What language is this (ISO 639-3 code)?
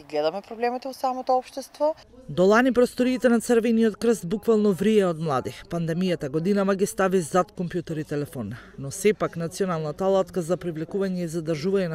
mkd